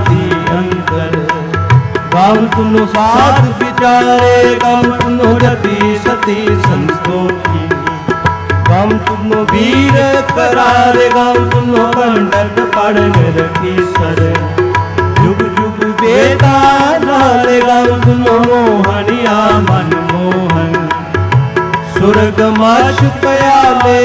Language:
Hindi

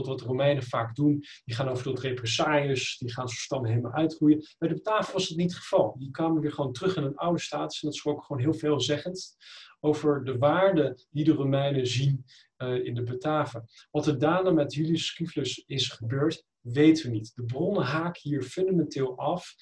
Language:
Dutch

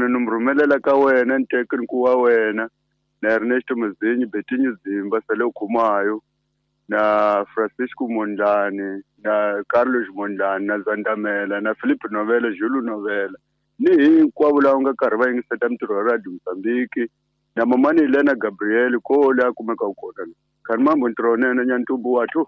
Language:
Tsonga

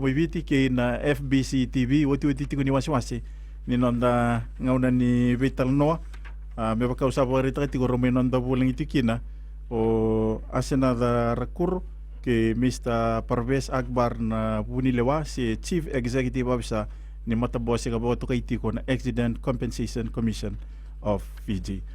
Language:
Fijian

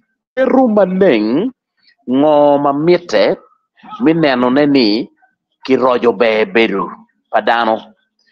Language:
Acoli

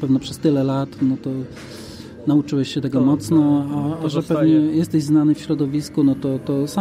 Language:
Polish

